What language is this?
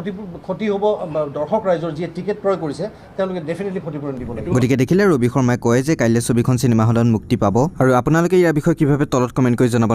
Assamese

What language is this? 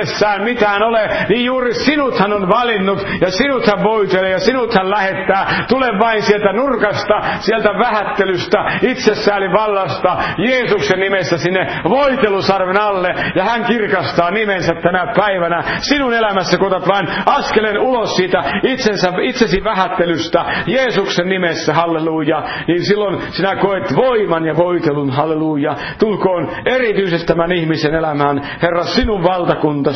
Finnish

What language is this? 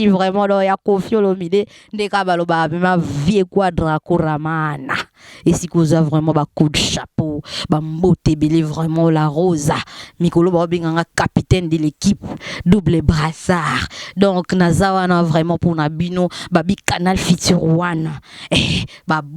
Lingala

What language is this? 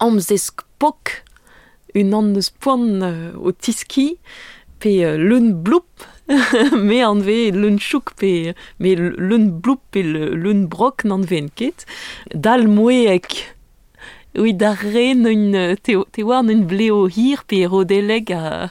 Breton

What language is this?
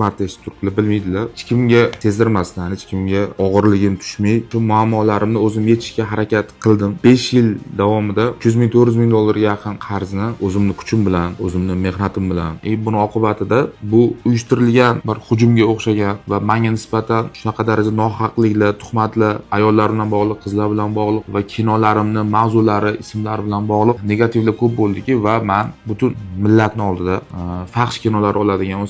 Uzbek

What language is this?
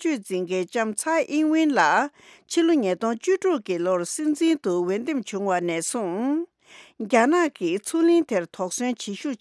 Tibetan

